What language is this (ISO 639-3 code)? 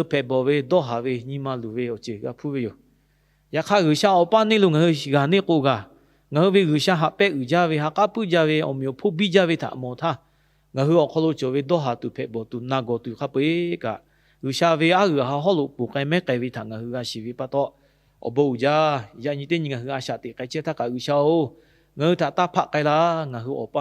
lhu